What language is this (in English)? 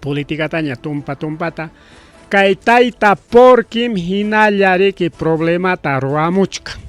Ayacucho Quechua